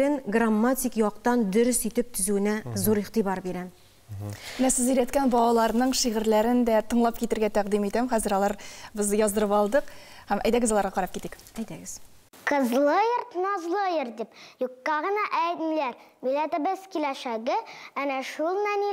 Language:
Tatar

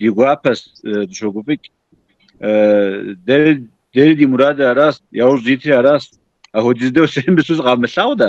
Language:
Kabardian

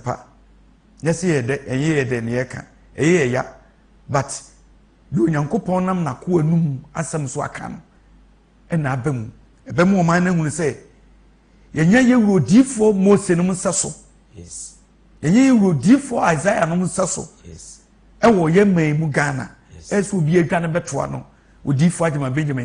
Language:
Akan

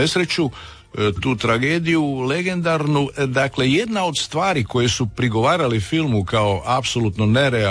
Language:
Croatian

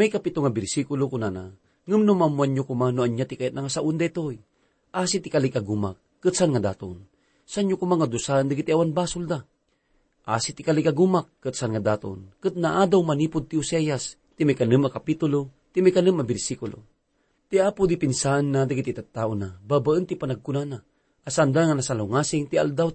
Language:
Iloko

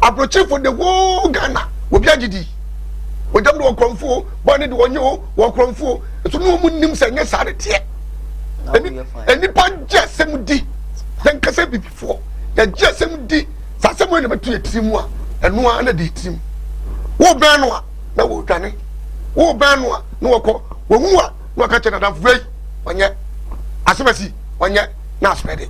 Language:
Akan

